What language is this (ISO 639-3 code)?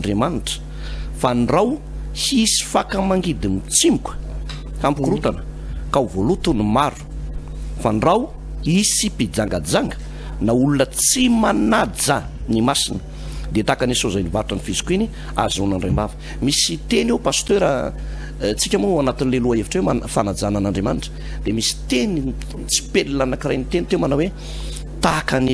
mlg